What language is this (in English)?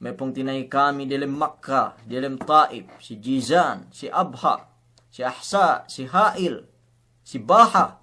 Yakan